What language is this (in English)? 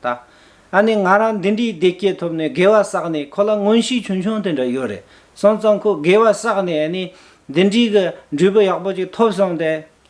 Tibetan